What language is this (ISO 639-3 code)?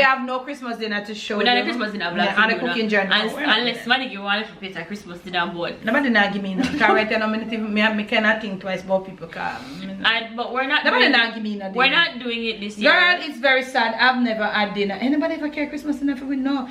jam